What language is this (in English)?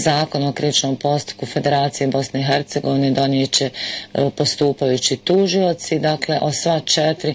Bosnian